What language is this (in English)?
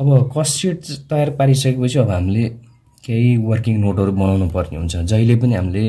Nepali